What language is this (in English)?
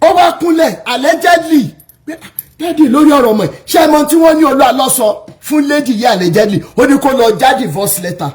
Yoruba